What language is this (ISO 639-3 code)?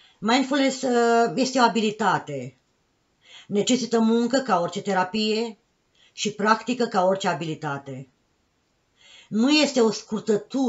ron